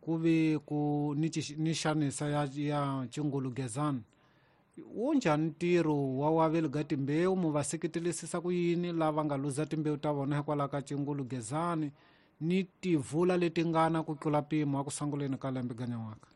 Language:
Tsonga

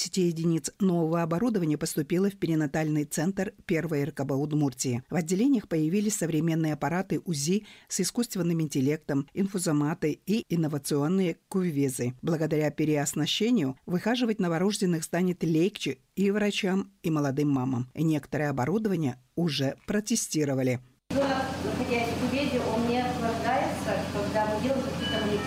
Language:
Russian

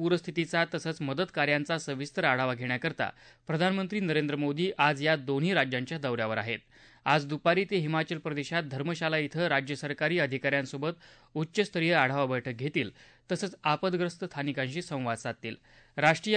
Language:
Marathi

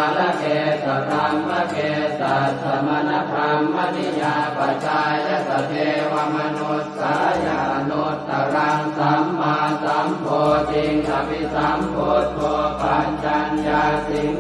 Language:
Pali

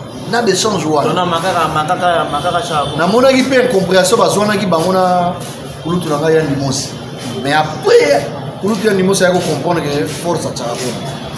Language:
Lingala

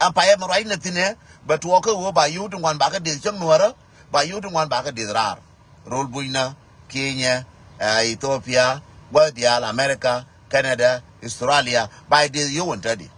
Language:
Nuer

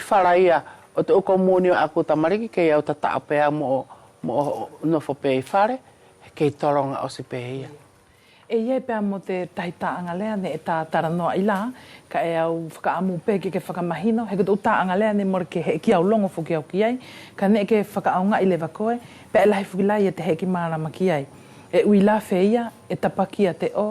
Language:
Wallisian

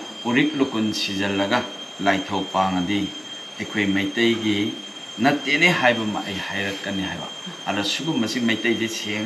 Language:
Manipuri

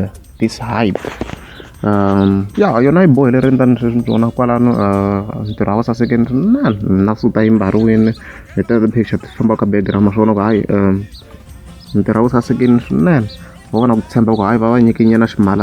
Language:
Tsonga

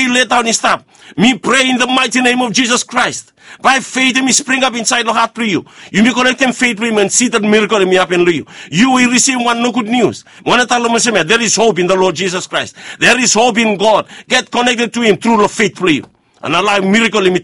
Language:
Bislama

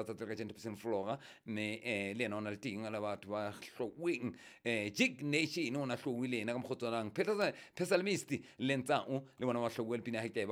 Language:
Southern Sotho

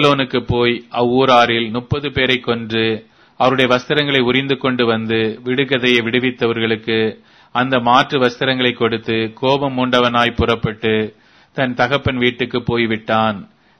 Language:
Tamil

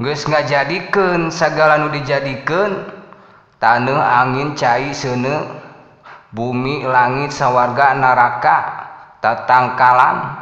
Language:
Sundanese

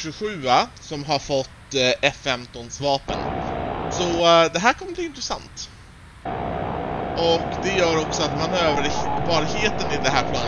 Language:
Swedish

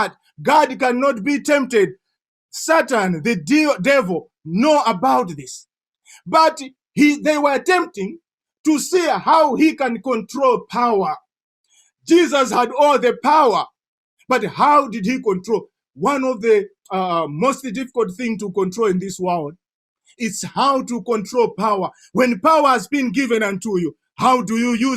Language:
English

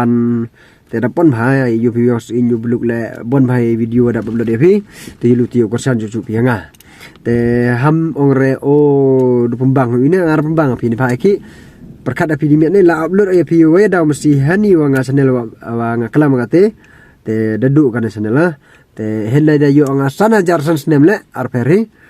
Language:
Pnar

